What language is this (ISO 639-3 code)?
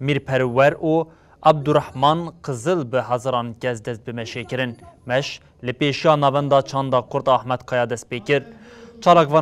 kur